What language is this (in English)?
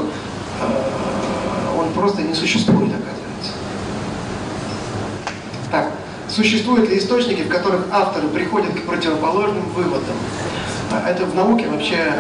Russian